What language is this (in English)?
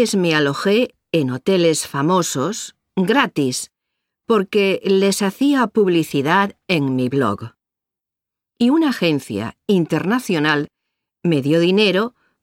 Spanish